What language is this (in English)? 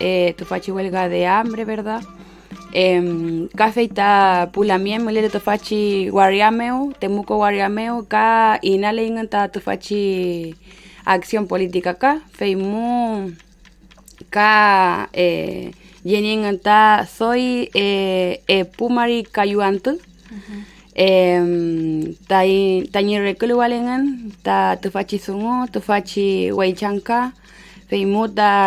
Mapuche